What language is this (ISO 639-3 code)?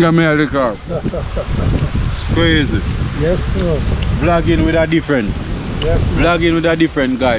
jam